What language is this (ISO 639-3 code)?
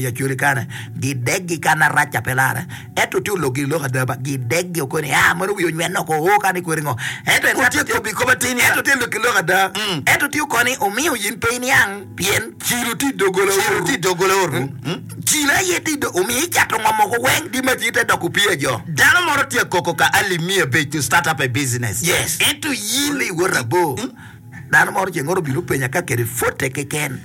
ach